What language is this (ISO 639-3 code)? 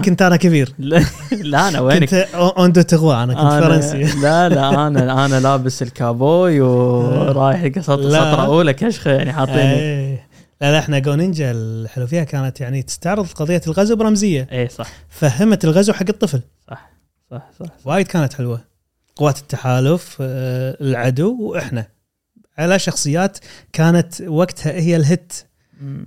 afb